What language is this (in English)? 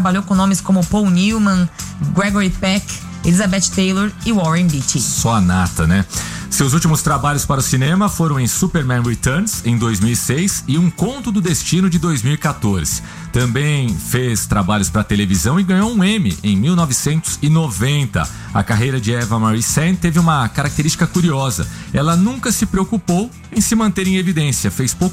Portuguese